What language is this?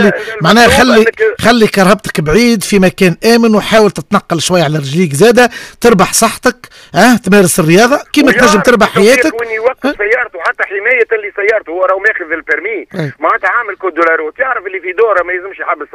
Tunisian Arabic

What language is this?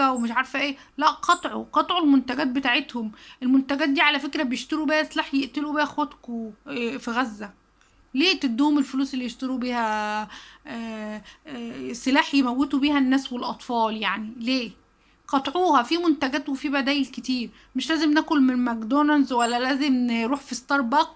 Egyptian Arabic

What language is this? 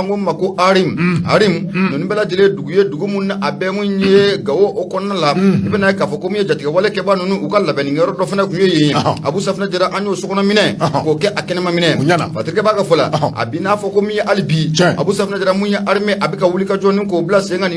Bambara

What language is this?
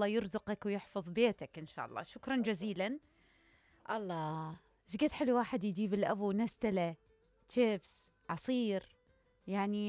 Mesopotamian Arabic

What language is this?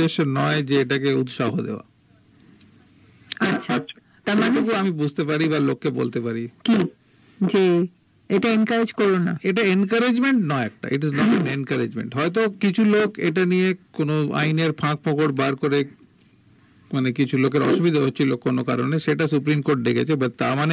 Bangla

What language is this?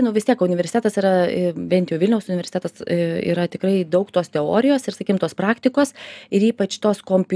Lithuanian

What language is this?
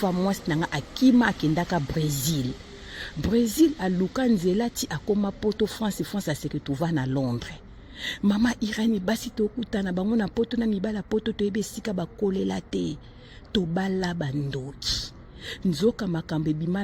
Lingala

